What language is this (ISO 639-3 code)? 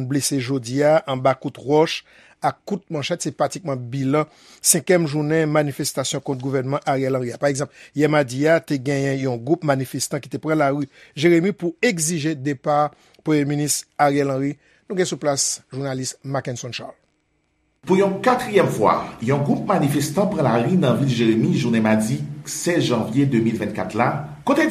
hat